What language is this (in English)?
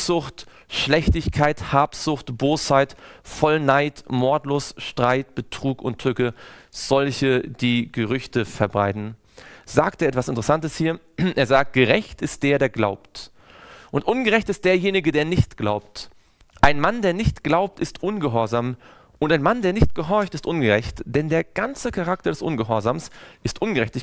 German